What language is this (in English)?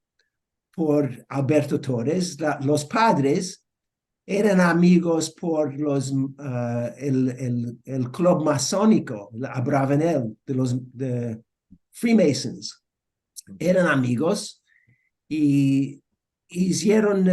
Ladino